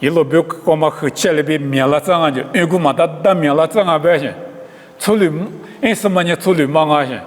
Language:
Lisu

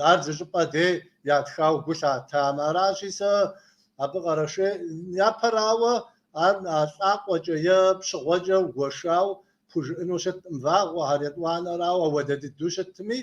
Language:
Kabardian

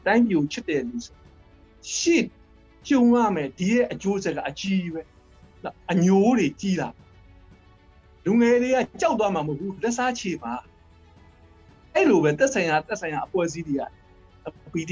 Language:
Burmese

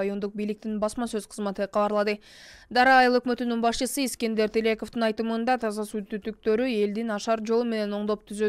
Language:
Kyrgyz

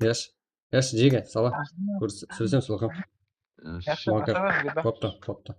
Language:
Kara-Kalpak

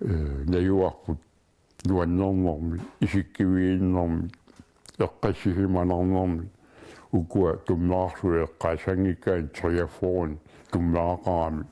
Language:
Kalaallisut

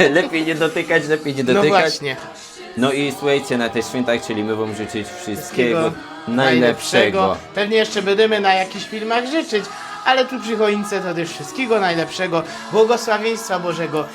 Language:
Silesian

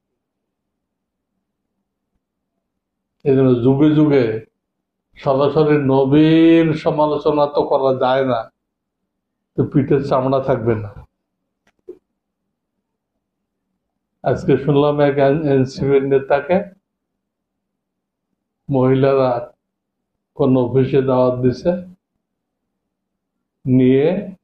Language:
Bangla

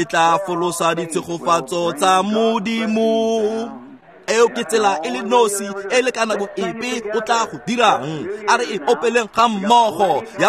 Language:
Tswana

